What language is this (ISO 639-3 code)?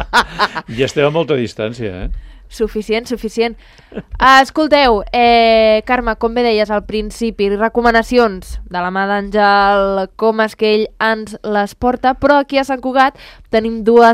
cat